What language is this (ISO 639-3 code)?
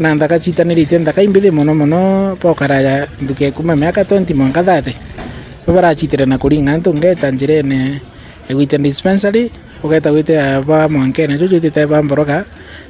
mer